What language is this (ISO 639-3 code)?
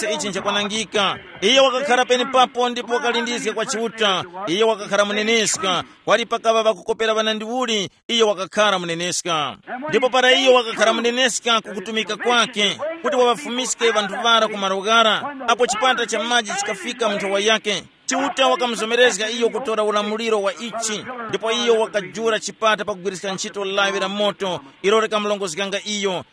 tum